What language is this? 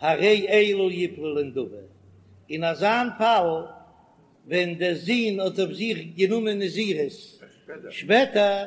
Yiddish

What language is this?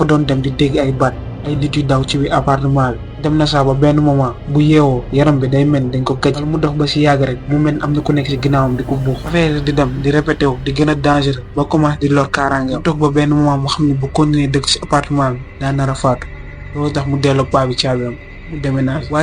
Wolof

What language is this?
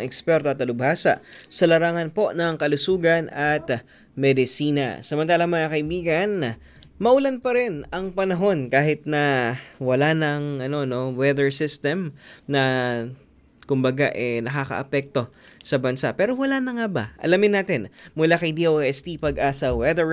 Filipino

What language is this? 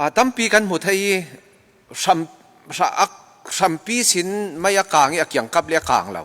Falam Chin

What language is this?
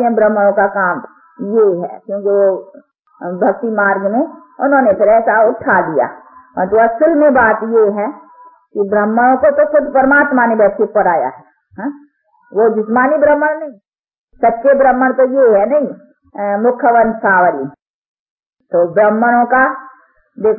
Hindi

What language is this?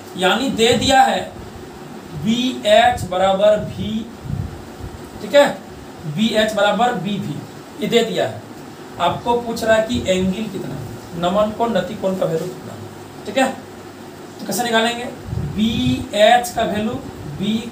Hindi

